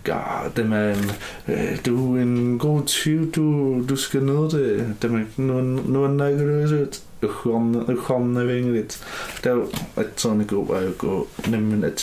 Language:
Kalaallisut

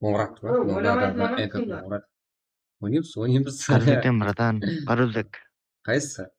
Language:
Kara-Kalpak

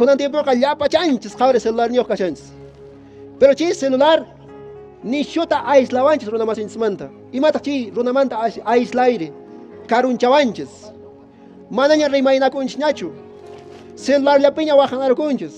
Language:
Quechua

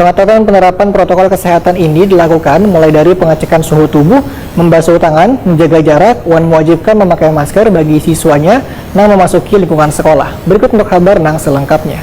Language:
Banjar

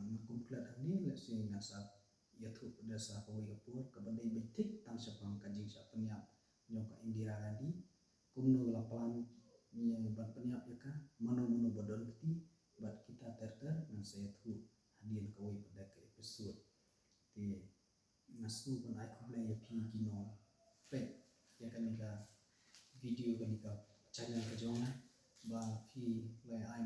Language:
Khasi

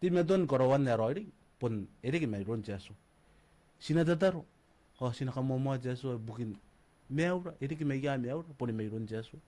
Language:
Gilbertese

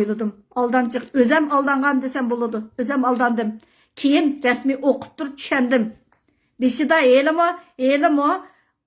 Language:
Uyghur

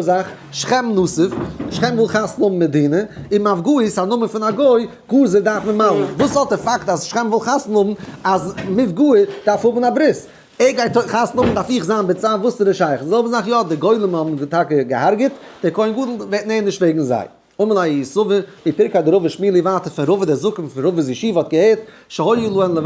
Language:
Yiddish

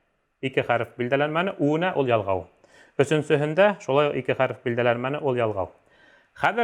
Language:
Bashkir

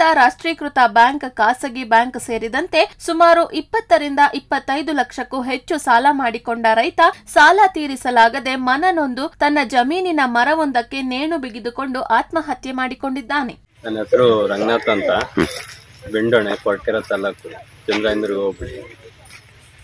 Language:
Kannada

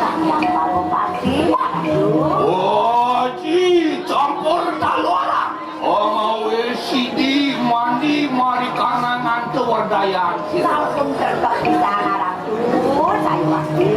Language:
Balinese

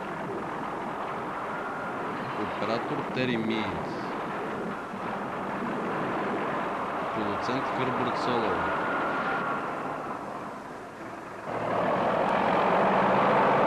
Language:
Bulgarian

